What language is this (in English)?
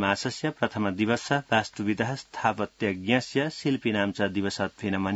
Sanskrit